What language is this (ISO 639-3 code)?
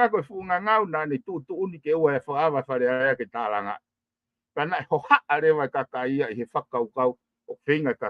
ton